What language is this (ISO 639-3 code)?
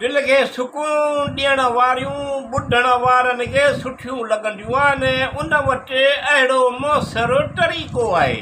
snd